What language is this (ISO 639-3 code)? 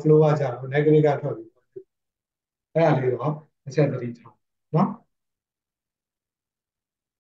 mya